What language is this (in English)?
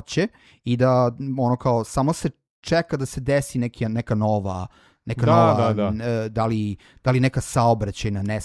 Serbian